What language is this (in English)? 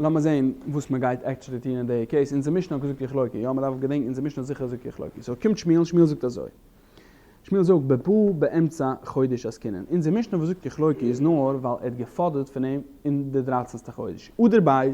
Yiddish